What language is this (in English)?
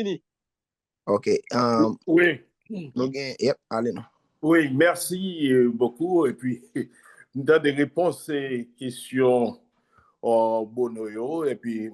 Haitian Creole